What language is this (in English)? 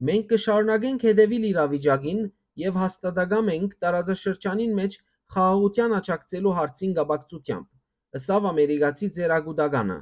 Western Armenian